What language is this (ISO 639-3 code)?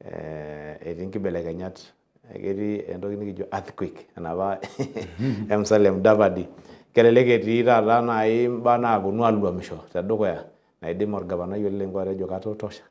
mas